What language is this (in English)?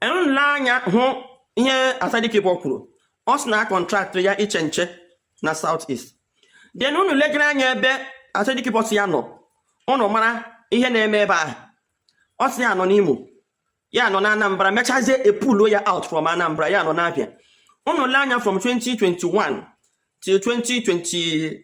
Igbo